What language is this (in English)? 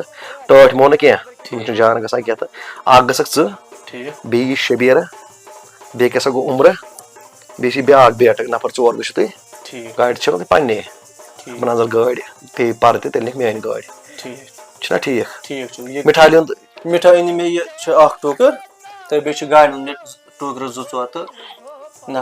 Kashmiri